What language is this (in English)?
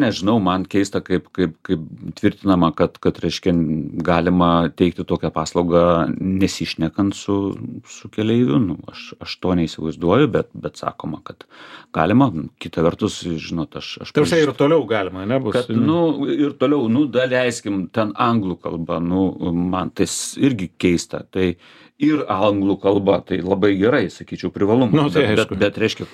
Lithuanian